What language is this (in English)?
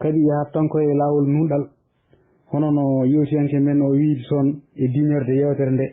Fula